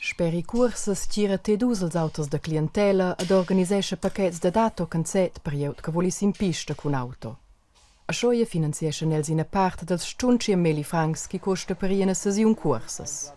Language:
Romansh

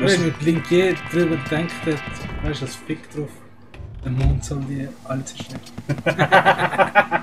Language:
Swiss German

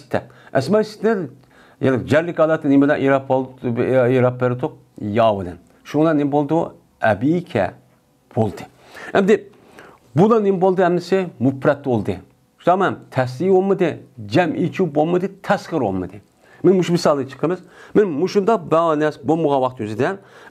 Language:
Uyghur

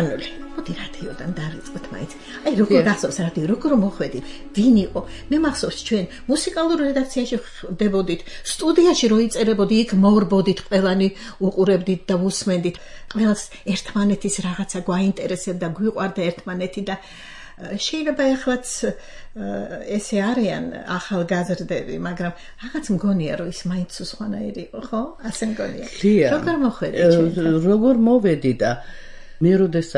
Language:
Georgian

